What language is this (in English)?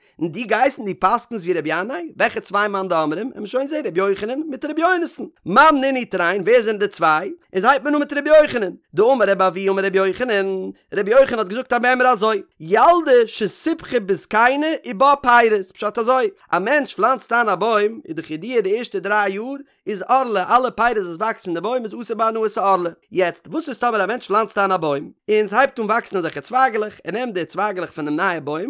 Yiddish